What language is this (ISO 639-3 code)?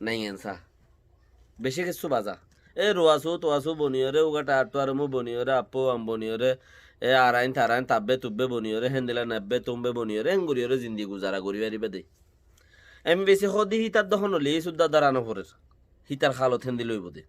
rhg